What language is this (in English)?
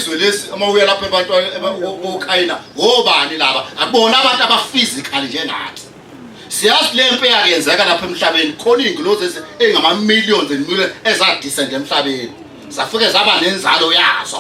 Zulu